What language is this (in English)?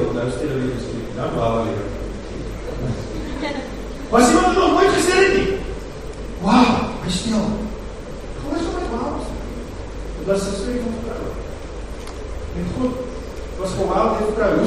Afrikaans